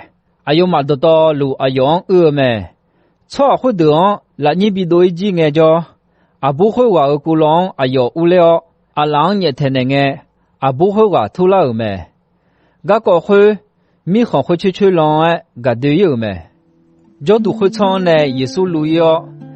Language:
Akha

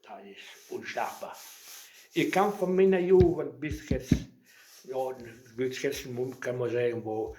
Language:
Westphalien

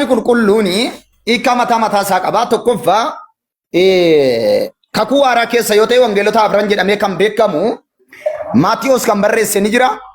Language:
Oromo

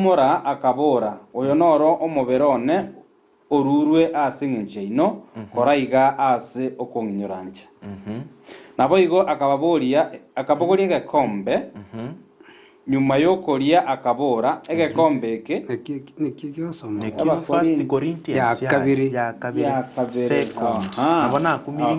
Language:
Gusii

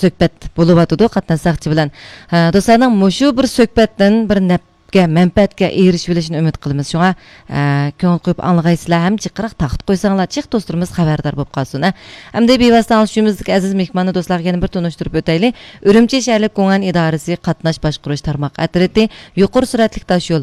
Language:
Uyghur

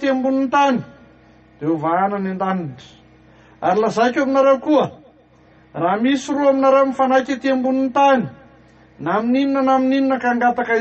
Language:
Malagasy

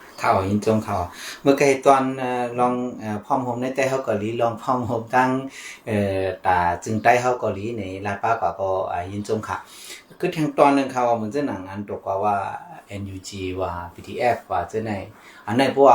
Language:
Shan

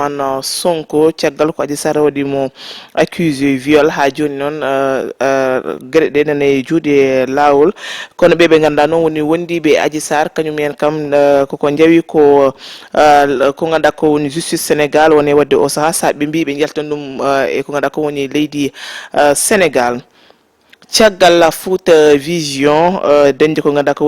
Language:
Fula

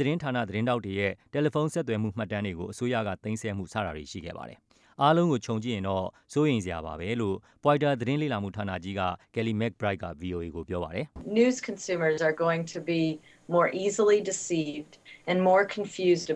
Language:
Burmese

